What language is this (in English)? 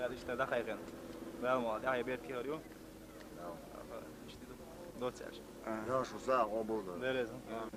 Chechen